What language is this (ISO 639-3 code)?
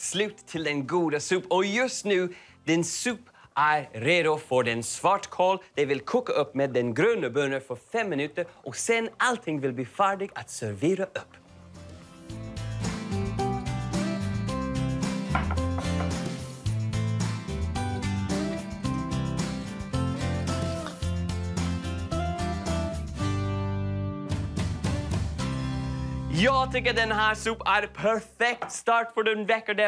swe